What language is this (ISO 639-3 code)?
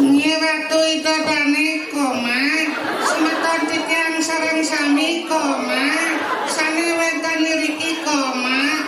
ban